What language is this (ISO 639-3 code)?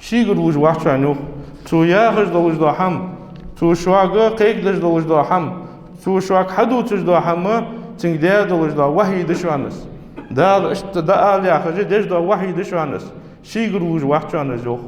inh